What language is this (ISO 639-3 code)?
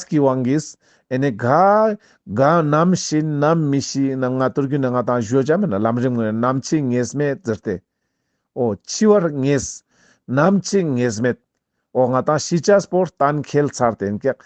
lbj